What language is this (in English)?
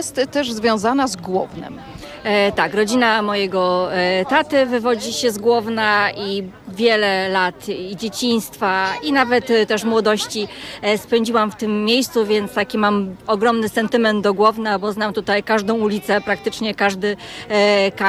Polish